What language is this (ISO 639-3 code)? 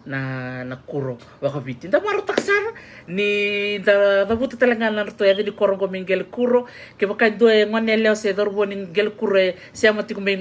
fij